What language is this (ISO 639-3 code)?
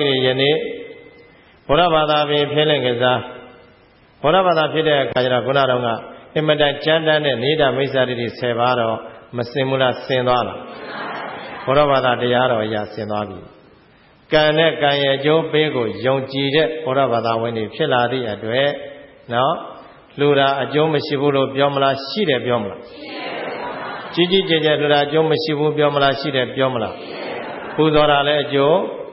mya